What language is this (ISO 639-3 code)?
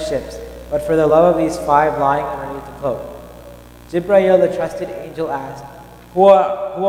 eng